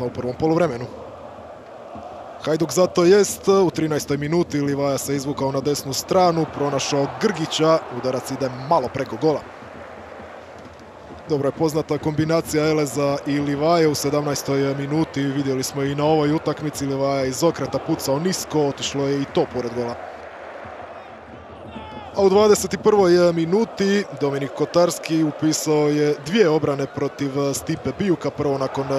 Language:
Croatian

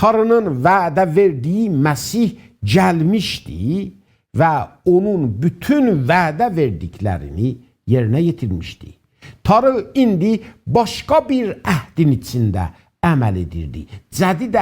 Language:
South Azerbaijani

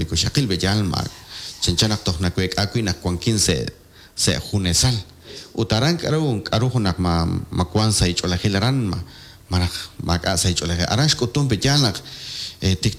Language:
Kekchí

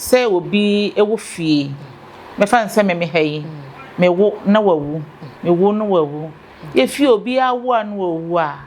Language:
Akan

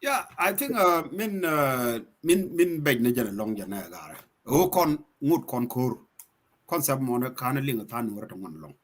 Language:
Nuer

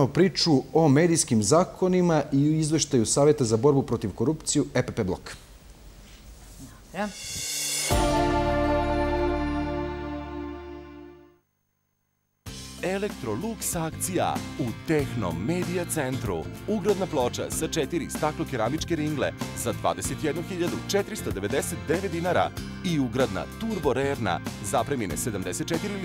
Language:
Serbian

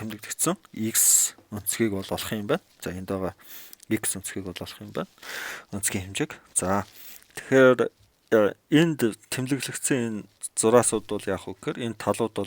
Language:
Mongolian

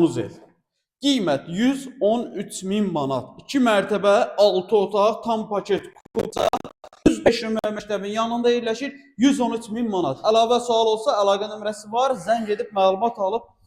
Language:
Azerbaijani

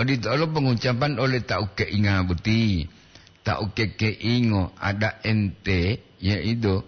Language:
Gorontalo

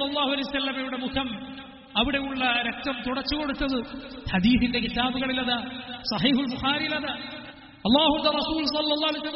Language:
Malayalam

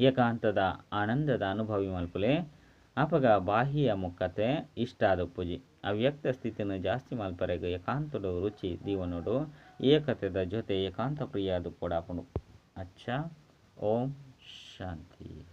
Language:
Tulu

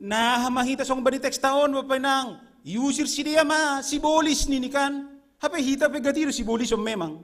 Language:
Batak Simalungun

